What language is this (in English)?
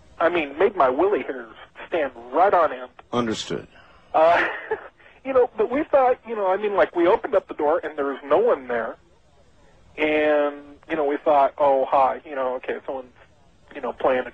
English